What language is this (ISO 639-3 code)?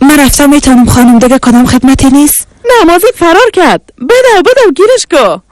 tgk